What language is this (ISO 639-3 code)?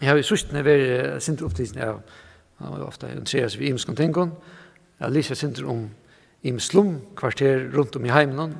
fao